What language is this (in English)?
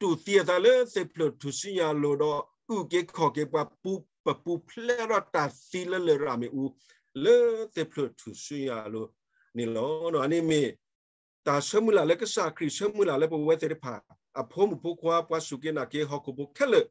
S'gaw Karen